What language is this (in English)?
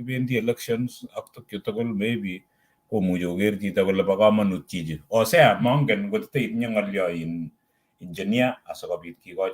Kalenjin